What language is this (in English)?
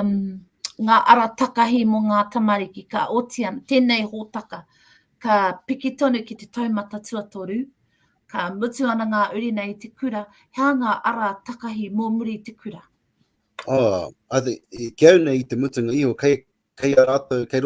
Māori